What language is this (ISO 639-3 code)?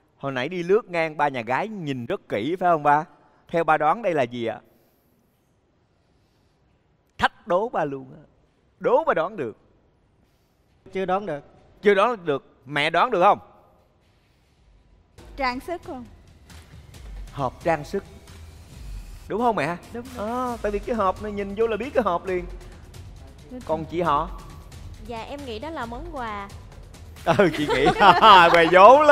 vie